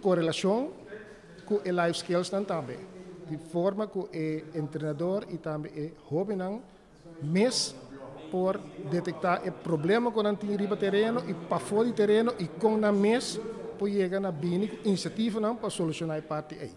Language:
Papiamento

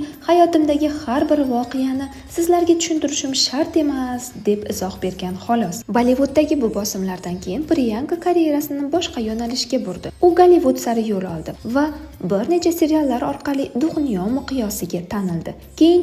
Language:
Uzbek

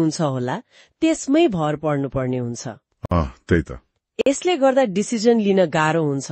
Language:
Nepali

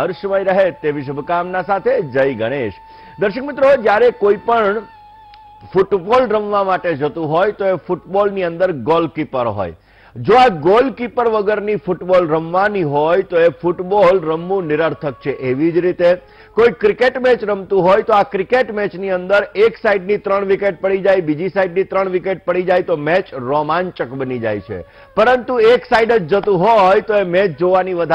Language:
Gujarati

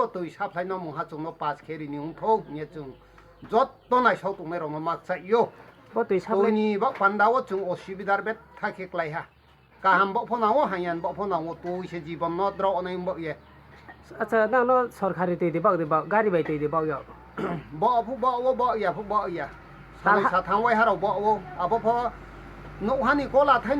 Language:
Riang (India)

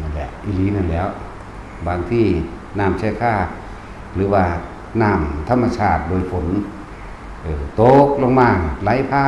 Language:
Northeastern Thai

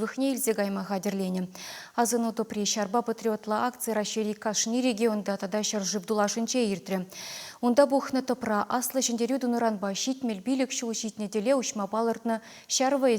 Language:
Chuvash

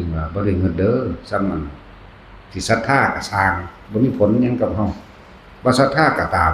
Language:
Northeastern Thai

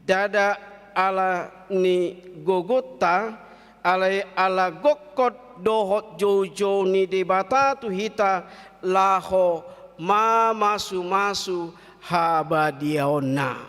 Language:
Batak Toba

